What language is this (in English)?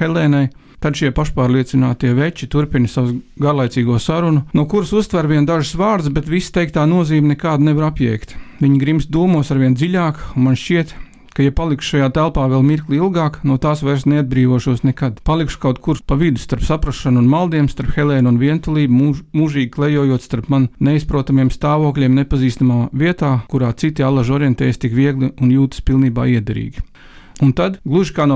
Latvian